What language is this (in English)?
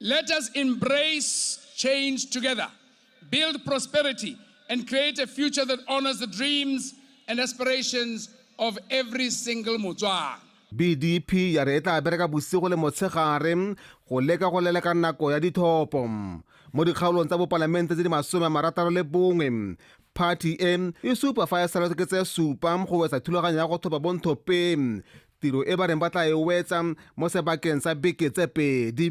Tswana